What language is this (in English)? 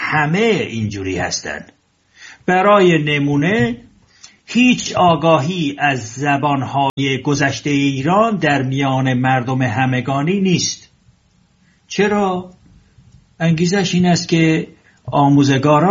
Persian